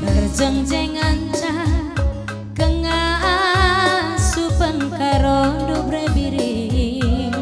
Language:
Batak Karo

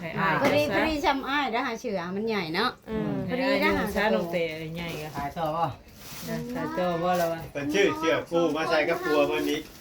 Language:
Lao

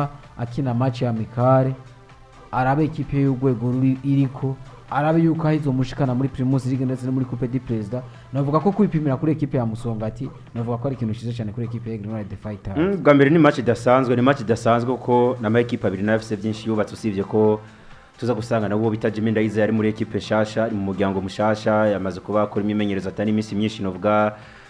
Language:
Rundi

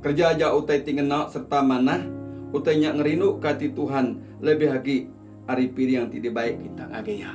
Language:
Iban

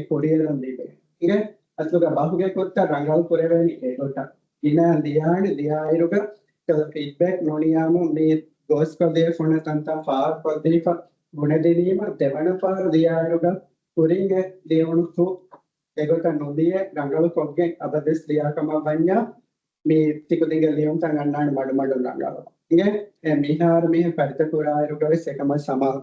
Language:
Divehi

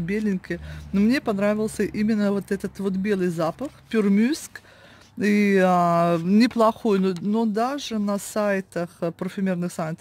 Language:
Russian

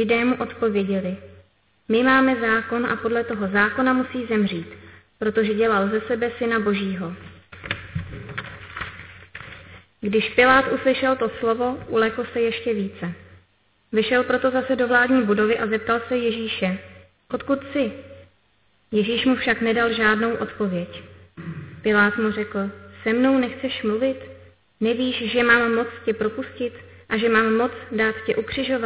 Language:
Czech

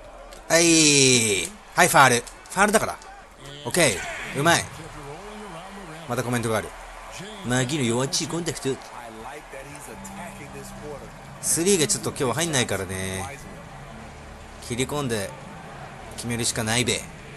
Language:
Japanese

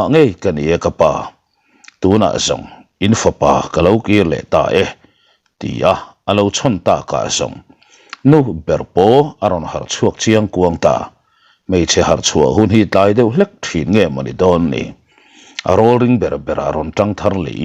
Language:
Mizo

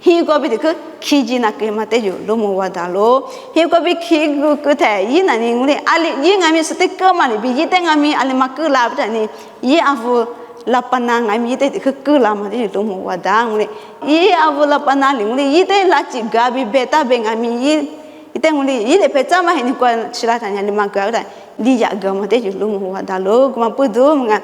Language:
Lisu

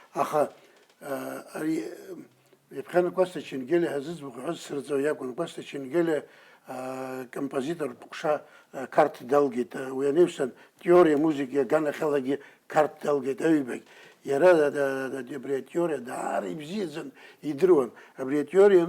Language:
Abkhazian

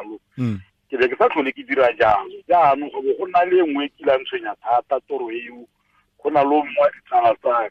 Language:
Tswana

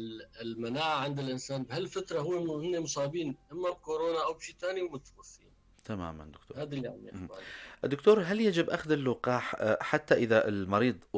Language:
North Levantine Arabic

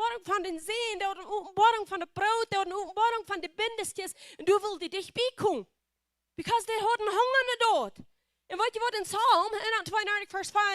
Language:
Plautdietsch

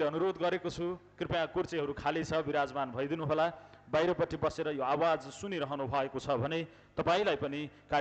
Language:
Nepali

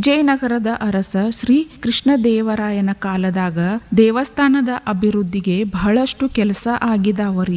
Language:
Kannada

